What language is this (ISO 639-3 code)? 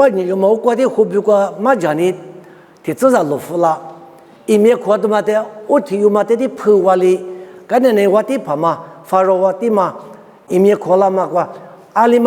lis